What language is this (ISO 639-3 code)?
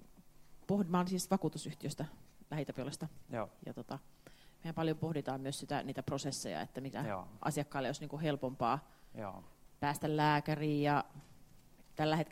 fin